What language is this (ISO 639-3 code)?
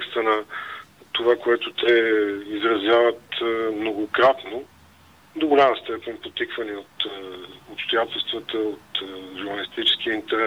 bul